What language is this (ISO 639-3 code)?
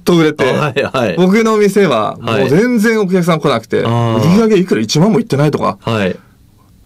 jpn